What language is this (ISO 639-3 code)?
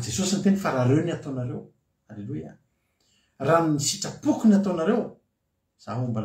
mlg